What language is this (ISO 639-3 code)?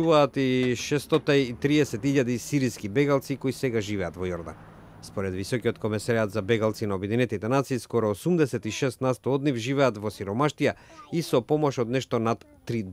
mkd